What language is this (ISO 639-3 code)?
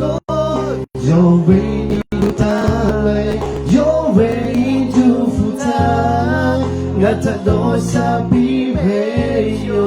lhu